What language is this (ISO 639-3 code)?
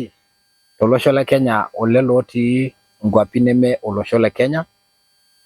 mas